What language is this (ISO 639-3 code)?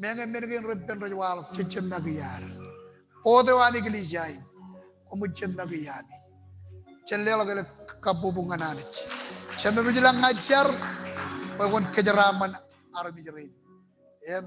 mah